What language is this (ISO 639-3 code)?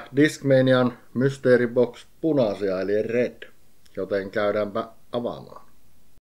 fin